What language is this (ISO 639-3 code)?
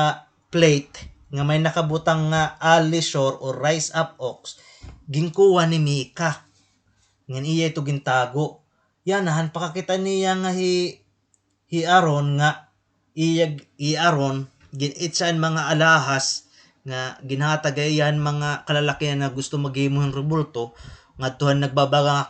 war